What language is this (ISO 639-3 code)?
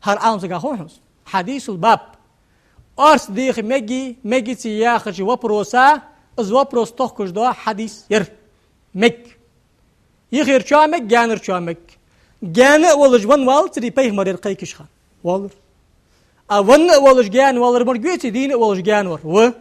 inh